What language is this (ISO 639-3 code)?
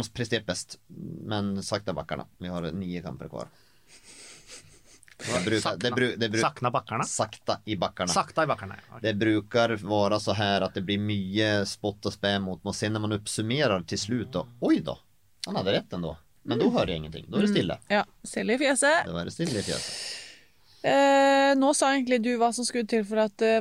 nor